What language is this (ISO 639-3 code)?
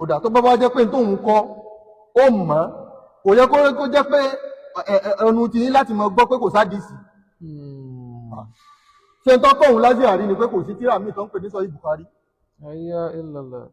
yor